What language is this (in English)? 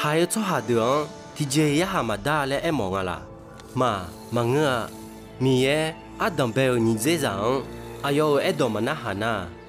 Akha